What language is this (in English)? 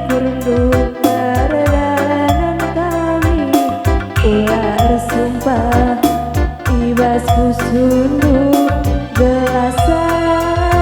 Batak Karo